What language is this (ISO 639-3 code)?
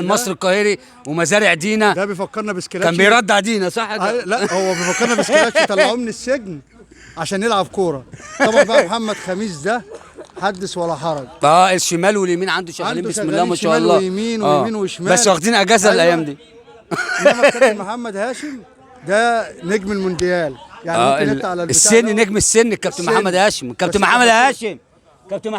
arz